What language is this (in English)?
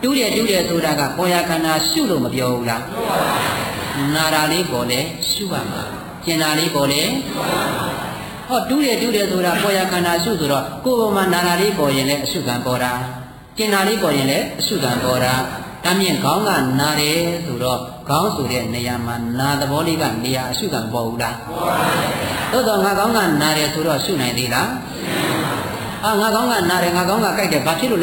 Burmese